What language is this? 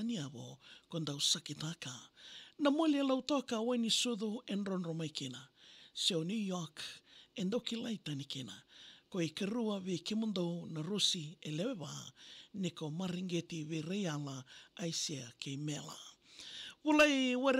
Fijian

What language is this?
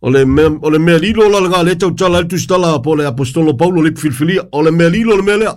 Samoan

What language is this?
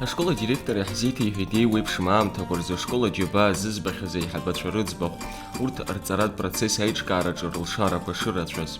Abkhazian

